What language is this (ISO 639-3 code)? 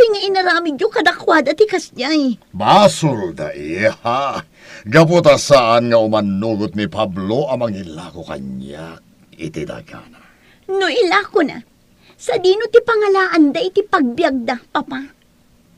ilo